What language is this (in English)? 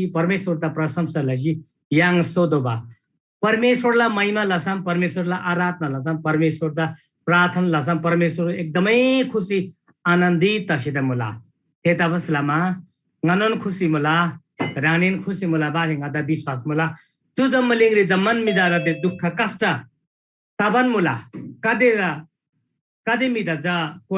Eastern Tamang